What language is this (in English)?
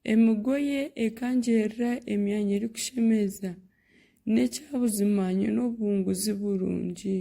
Nyankole